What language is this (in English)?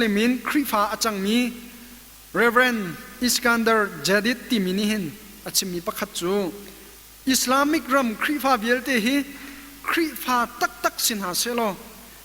Hakha Chin